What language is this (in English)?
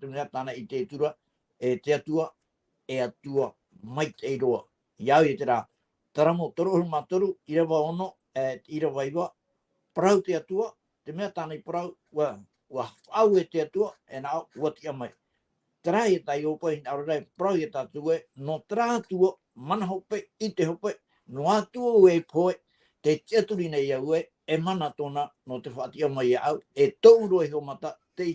Tahitian